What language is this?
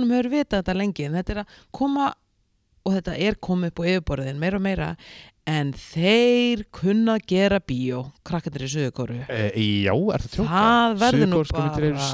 Icelandic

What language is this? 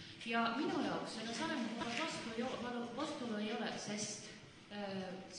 Estonian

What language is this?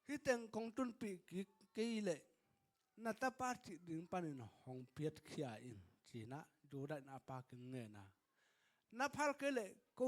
Tedim Chin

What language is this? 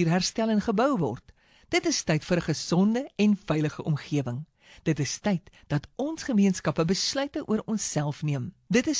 Afrikaans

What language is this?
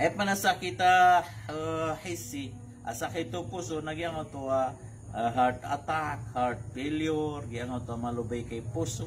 Maranao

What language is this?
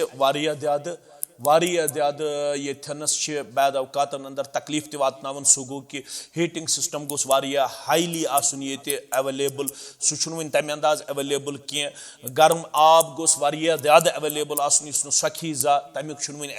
Kashmiri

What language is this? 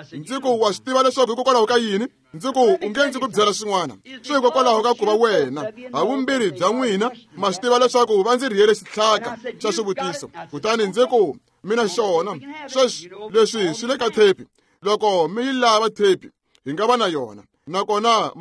Tsonga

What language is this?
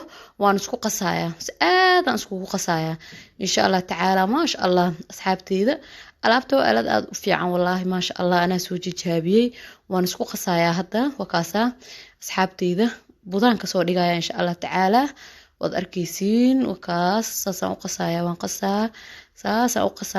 Somali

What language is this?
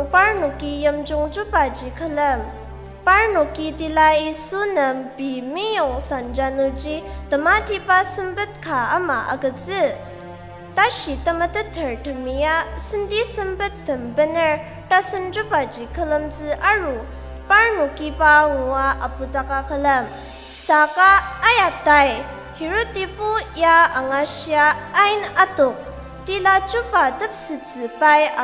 Ao Naga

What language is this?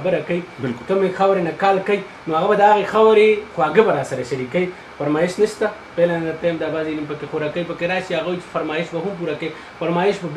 Pashto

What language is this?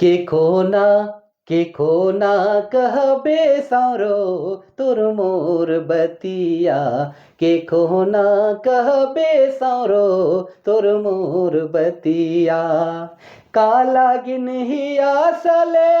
Sadri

